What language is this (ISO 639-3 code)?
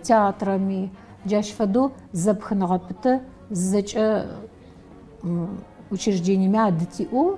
ady